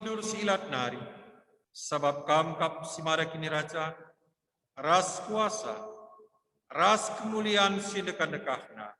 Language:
Batak Karo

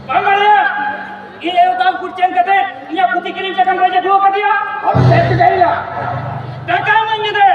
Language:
Santali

